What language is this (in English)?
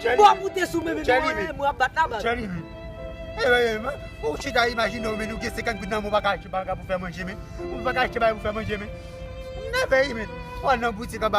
Haitian Creole